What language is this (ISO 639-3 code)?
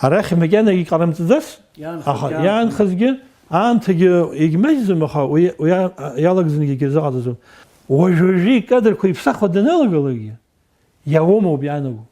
abk